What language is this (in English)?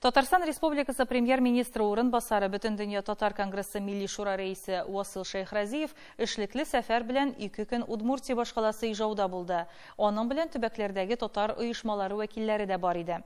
Tatar